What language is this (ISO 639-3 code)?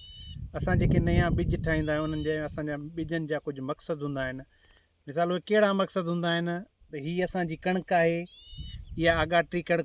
snd